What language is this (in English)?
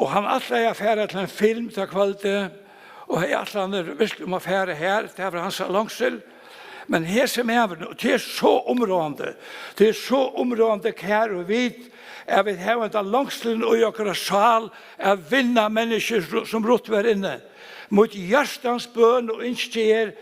Faroese